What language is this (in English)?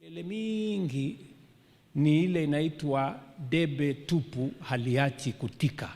Kamba